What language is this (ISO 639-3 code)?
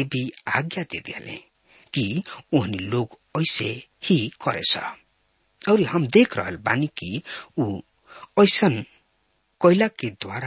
bho